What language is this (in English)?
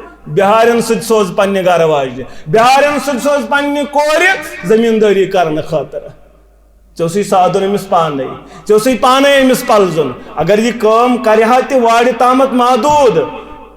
Kashmiri